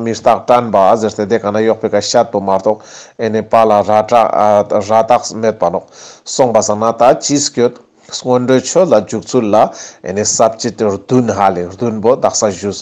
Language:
Ladakhi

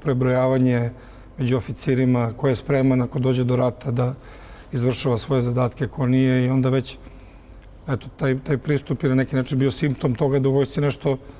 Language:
Serbian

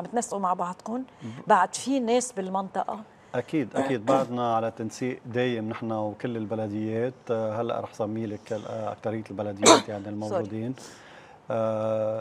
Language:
North Levantine Arabic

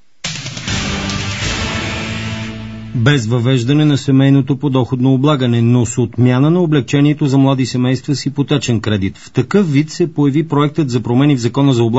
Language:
Bulgarian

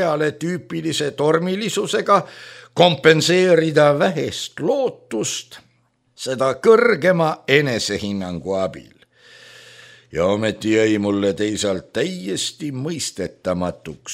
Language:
Estonian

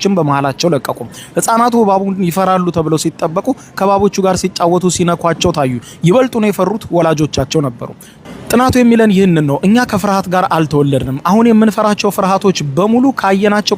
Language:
Amharic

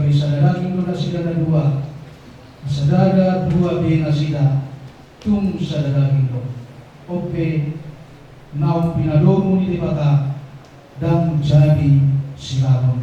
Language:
Batak Toba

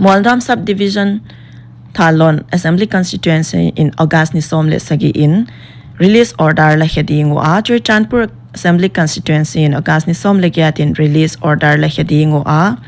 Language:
Paite Chin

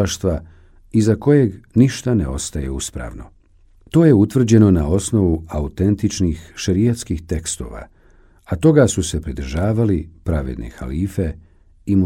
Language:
Bosnian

